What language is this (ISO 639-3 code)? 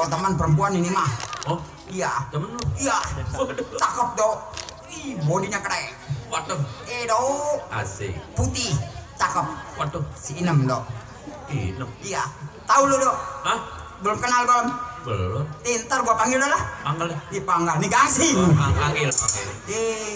bew